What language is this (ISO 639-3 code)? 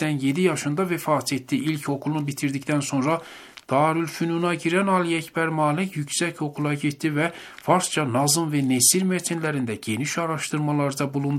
tur